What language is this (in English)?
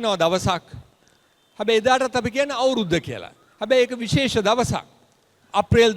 Sinhala